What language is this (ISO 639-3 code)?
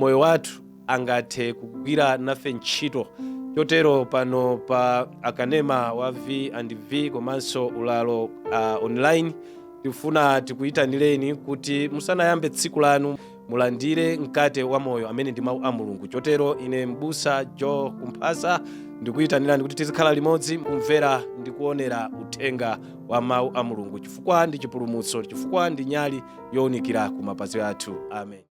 nya